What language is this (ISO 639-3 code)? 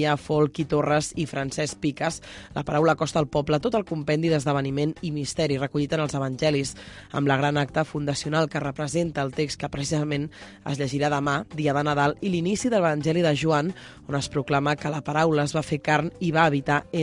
cat